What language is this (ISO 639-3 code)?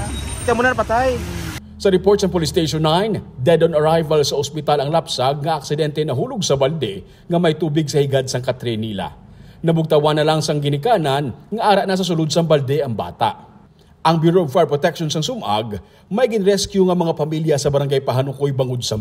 hil